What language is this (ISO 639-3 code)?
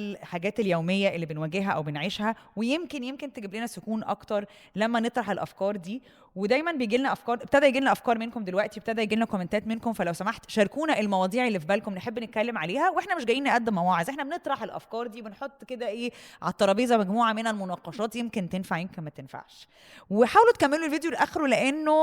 arz